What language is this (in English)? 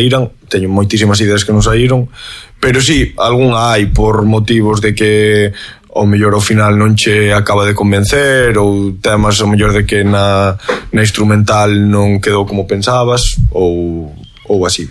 Galician